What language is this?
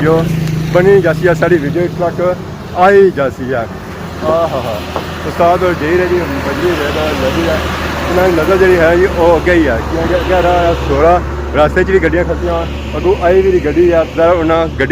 Pahari-Potwari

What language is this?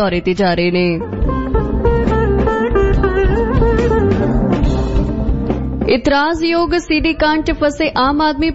Punjabi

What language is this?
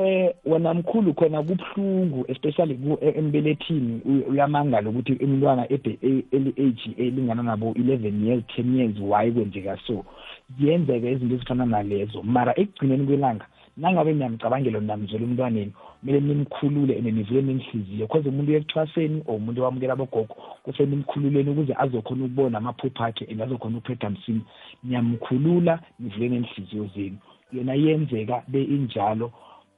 South Ndebele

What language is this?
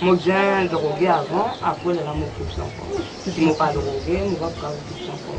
Morisyen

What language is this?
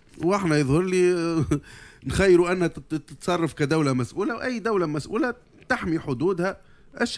Tunisian Arabic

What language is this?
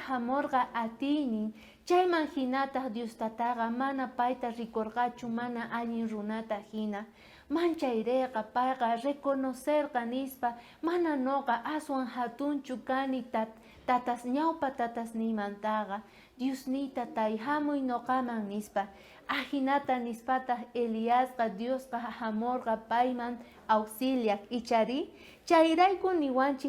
South Bolivian Quechua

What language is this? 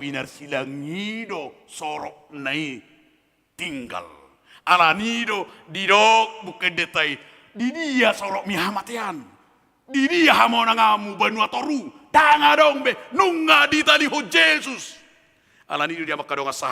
Batak Toba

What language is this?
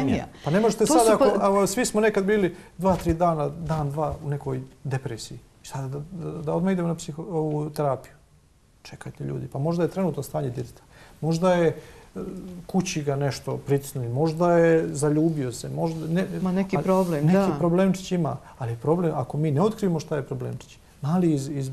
Bosnian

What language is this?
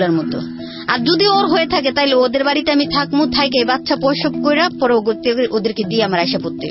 Bangla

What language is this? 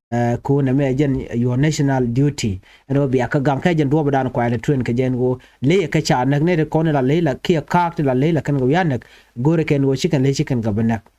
Nuer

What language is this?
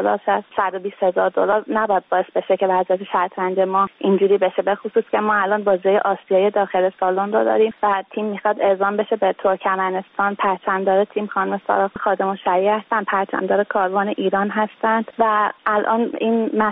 Persian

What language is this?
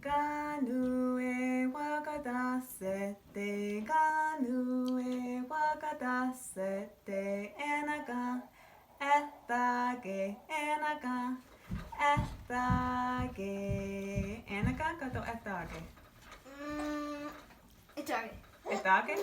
Mohawk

